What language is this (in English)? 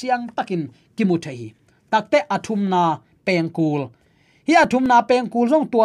Tedim Chin